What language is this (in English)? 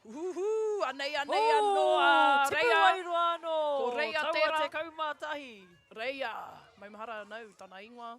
Māori